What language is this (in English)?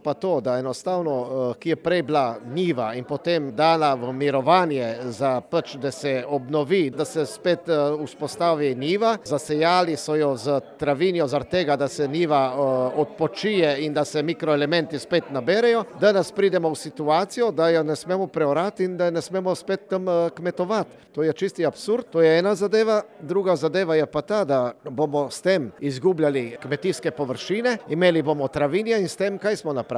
Slovenian